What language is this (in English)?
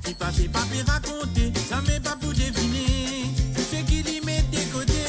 Morisyen